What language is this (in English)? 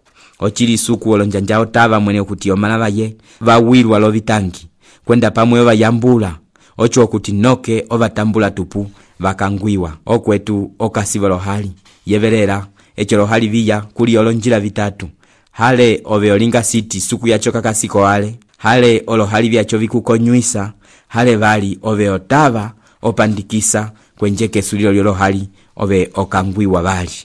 Umbundu